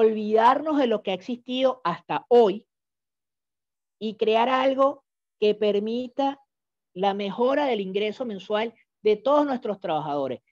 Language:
Spanish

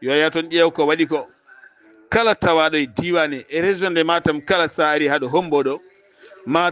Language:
Fula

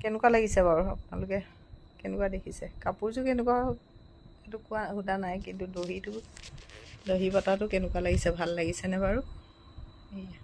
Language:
Assamese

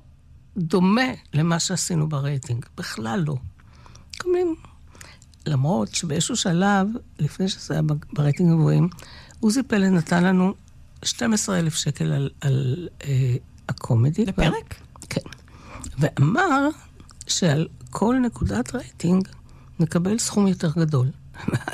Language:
Hebrew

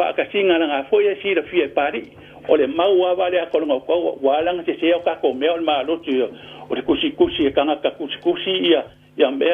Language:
Samoan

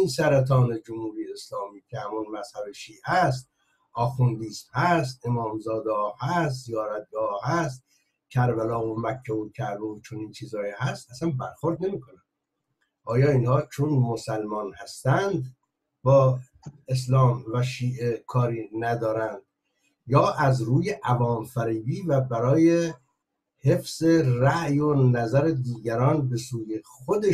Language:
Persian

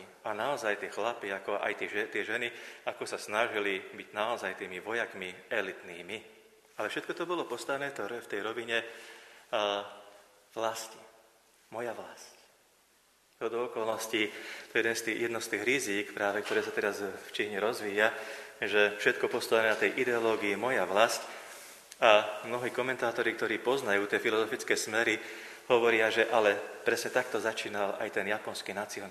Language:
Slovak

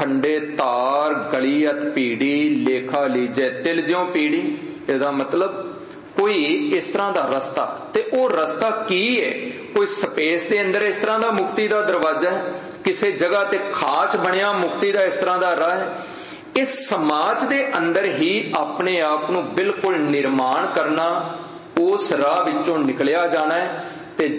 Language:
Punjabi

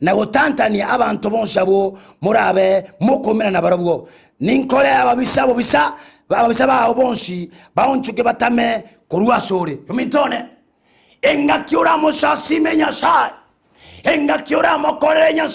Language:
Gusii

